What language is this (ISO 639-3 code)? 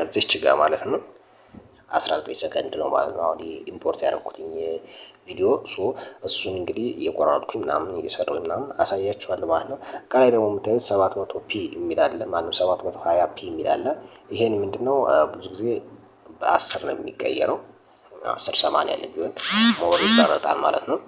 amh